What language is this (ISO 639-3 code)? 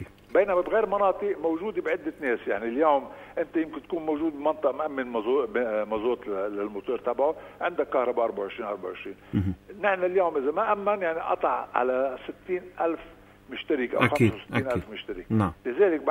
apc